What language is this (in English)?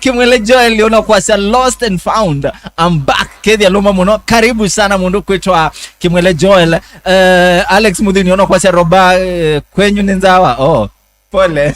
Kamba